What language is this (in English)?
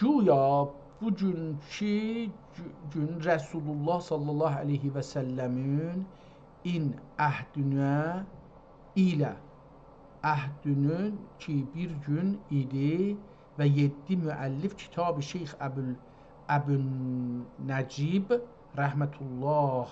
South Azerbaijani